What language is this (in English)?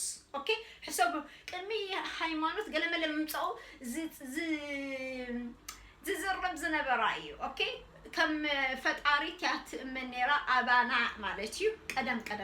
Tigrinya